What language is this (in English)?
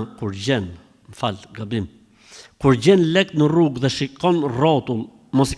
Albanian